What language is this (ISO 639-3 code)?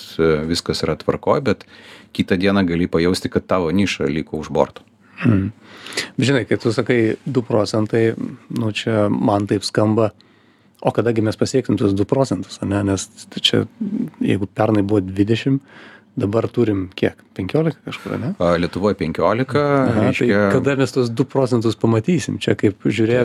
lit